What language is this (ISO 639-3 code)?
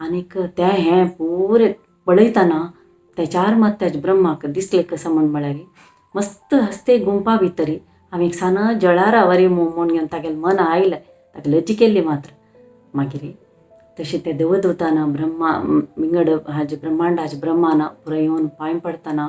kok